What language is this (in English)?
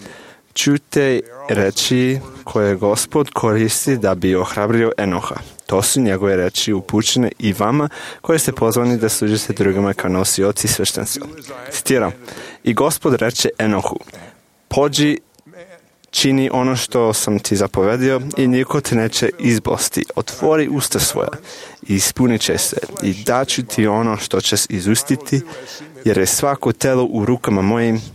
Serbian